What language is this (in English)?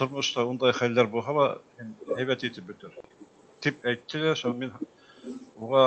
Bashkir